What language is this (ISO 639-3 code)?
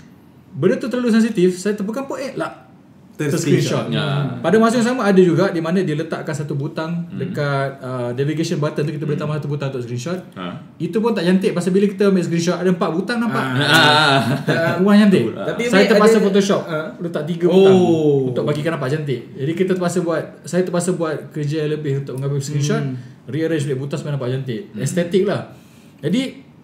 msa